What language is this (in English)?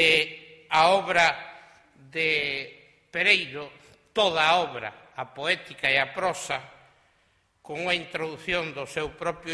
Galician